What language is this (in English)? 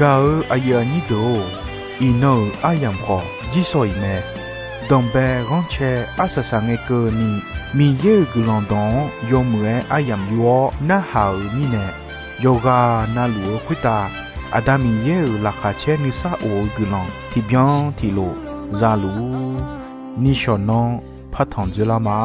Akha